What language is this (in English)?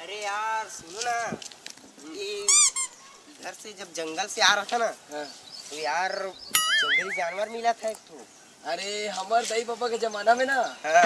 Chhattisgarhi